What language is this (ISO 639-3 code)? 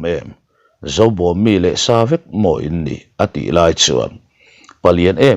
lus